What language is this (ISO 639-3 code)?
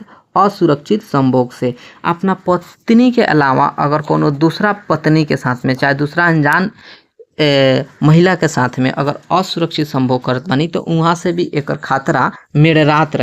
bho